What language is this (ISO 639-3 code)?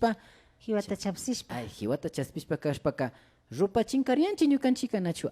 qvi